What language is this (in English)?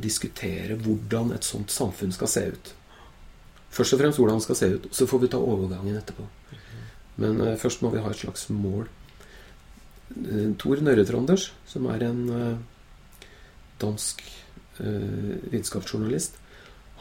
Norwegian